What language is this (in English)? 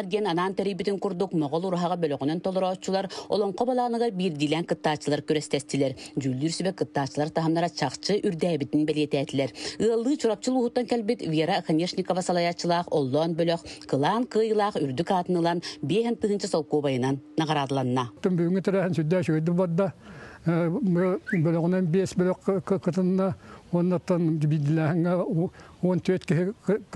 Yakut